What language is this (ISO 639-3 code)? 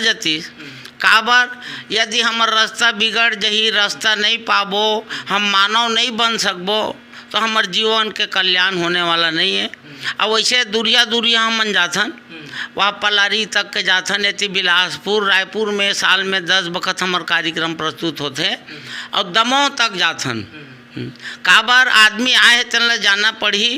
hne